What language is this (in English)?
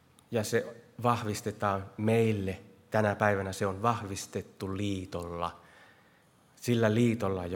Finnish